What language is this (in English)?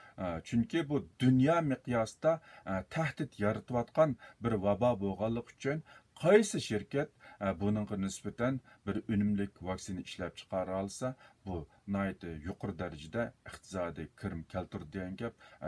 Uyghur